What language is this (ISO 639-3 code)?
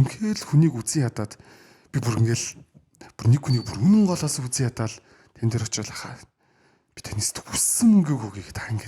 mon